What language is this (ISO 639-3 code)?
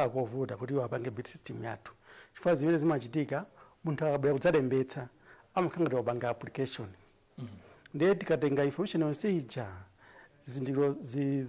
nya